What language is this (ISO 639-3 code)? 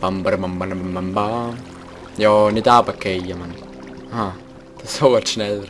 gsw